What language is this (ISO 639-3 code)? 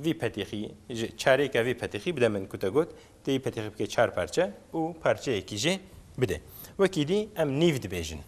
kur